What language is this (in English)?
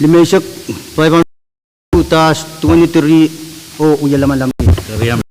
Pohnpeian